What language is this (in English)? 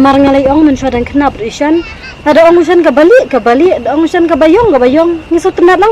Khasi